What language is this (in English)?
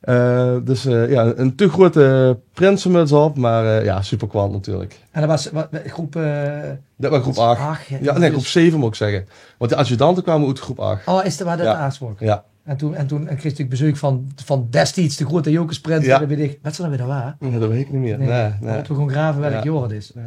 Limburgish